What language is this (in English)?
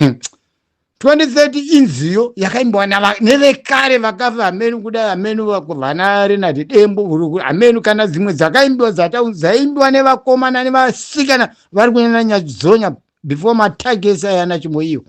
Shona